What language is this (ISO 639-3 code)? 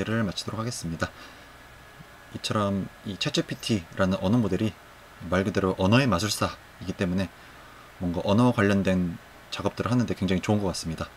kor